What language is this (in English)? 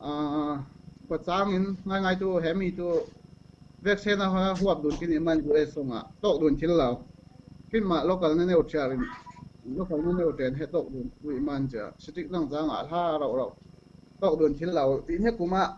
Falam Chin